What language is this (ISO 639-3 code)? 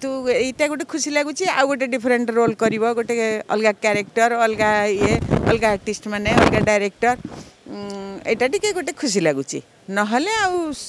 ori